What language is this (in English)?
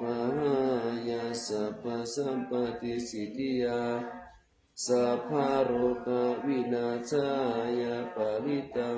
Pali